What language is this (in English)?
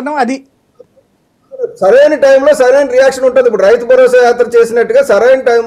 Telugu